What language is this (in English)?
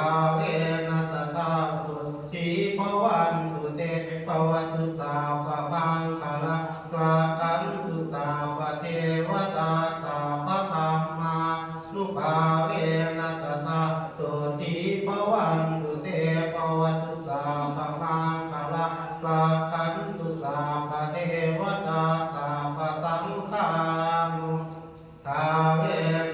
Pali